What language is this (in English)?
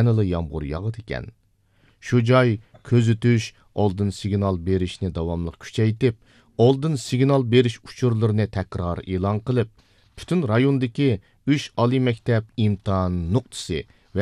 Uyghur